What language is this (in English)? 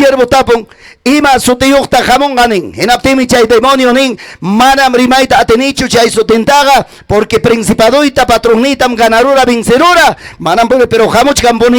Ayacucho Quechua